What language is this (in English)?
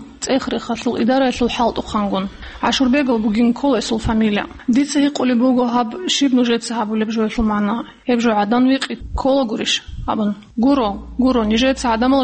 Avaric